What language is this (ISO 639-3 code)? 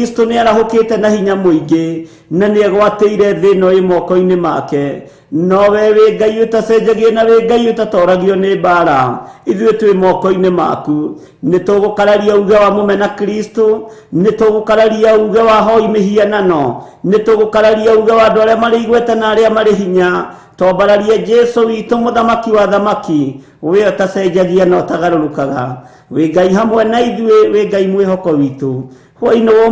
kik